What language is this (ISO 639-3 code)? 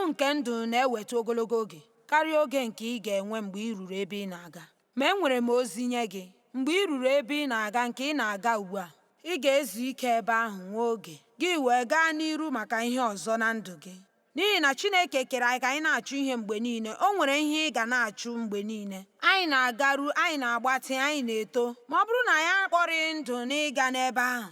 ibo